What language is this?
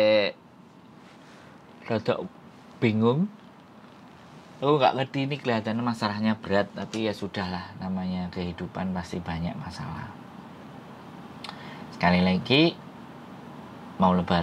Indonesian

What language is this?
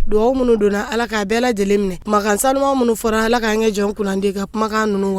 Bambara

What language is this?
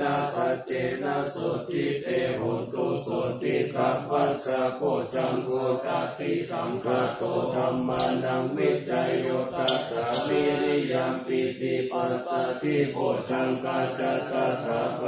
Pali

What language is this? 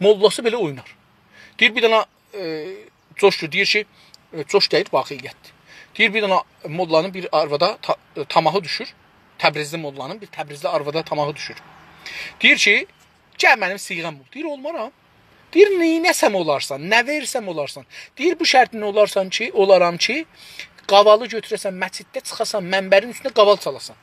South Azerbaijani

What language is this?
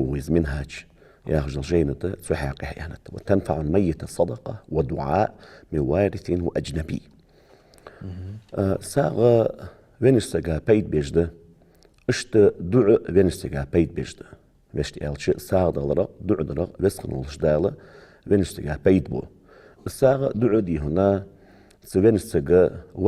Ingush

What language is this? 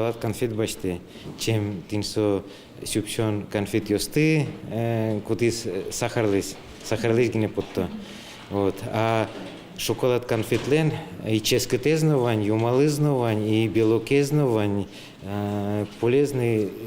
Udmurt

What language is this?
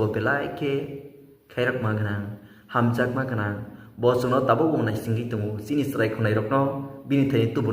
Kok Borok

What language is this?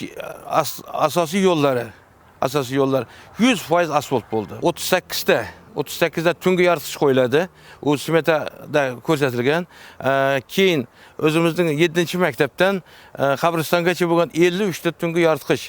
Uzbek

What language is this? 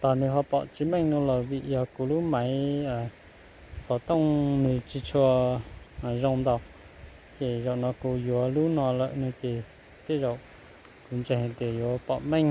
Hmong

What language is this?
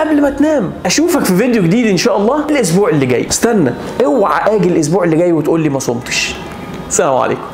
Egyptian Arabic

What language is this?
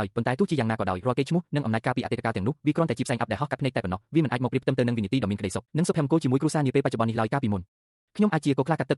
Khmer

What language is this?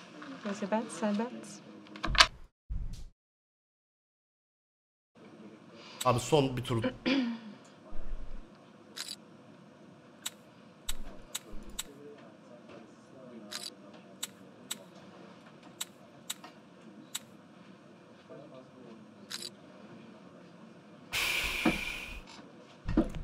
Turkish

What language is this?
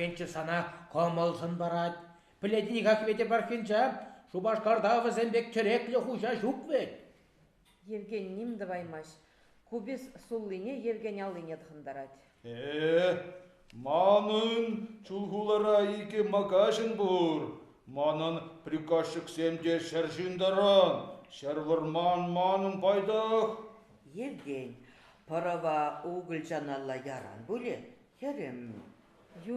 Chuvash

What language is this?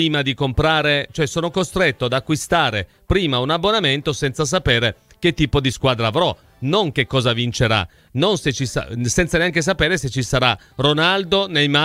Italian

